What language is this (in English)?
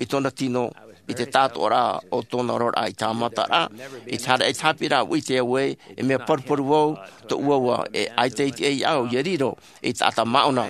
Tahitian